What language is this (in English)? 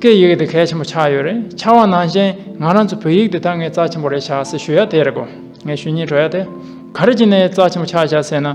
Tibetan